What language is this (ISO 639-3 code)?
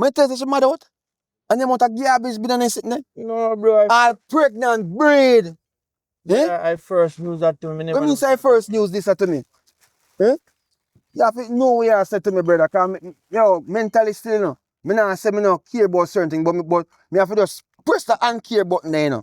jam